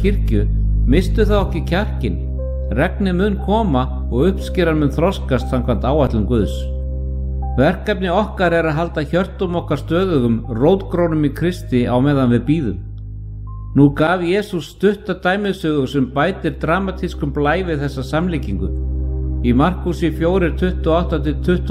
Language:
Icelandic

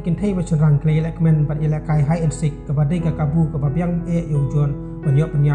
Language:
Khasi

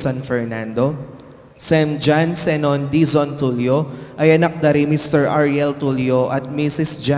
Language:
Pampanga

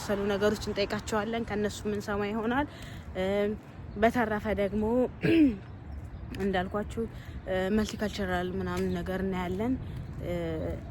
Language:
Amharic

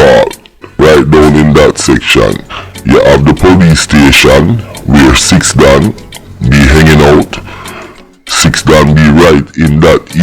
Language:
Jamaican Creole English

